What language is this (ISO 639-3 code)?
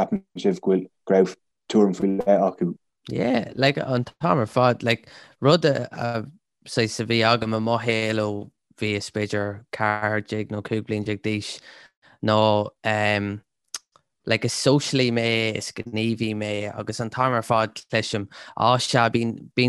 gle